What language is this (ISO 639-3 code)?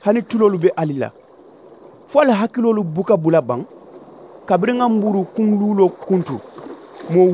man